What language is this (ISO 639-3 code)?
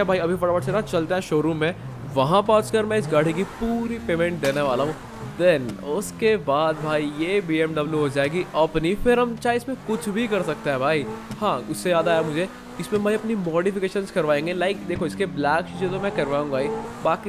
hin